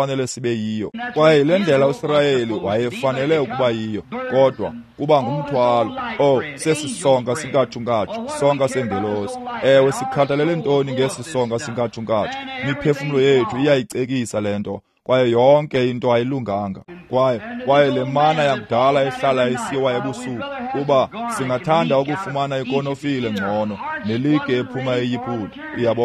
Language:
Xhosa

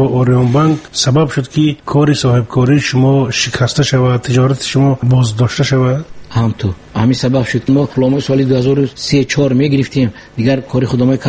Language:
Tajik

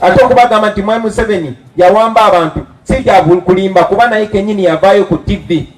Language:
Ganda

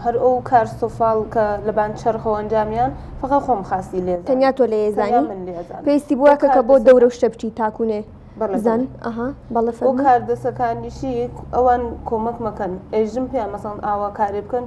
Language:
Central Kurdish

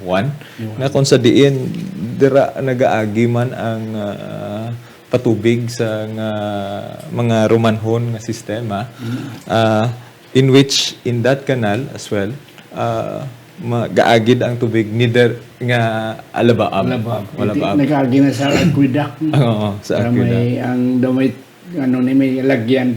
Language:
Hiligaynon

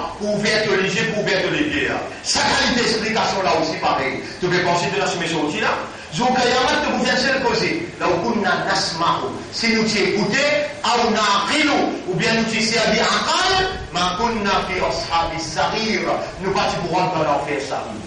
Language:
Morisyen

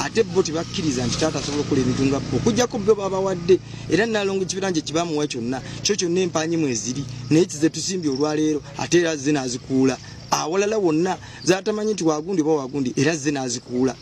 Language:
Ganda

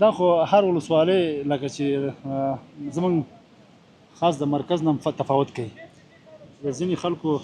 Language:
Pashto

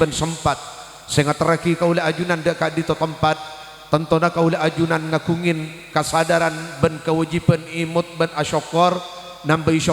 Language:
Madurese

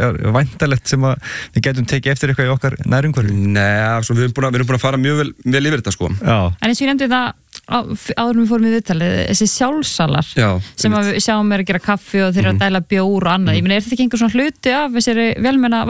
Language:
Icelandic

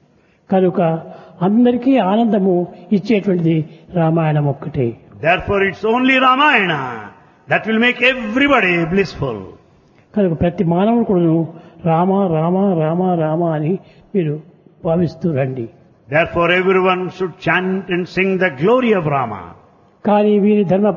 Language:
Telugu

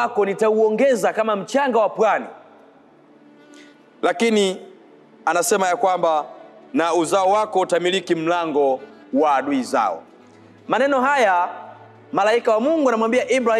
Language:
Swahili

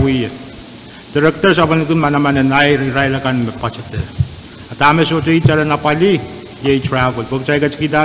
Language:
Pohnpeian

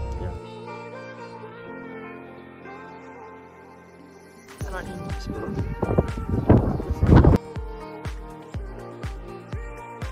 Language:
Estonian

